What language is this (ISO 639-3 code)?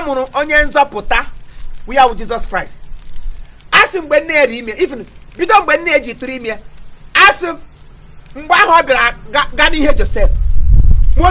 ibo